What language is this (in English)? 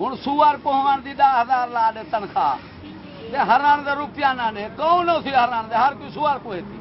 Saraiki